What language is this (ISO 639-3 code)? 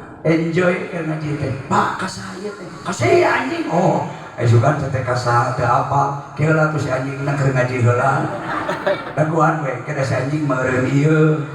sun